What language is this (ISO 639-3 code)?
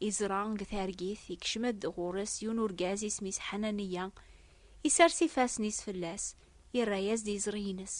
kab